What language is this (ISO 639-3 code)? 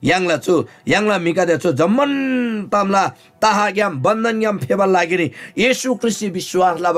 taj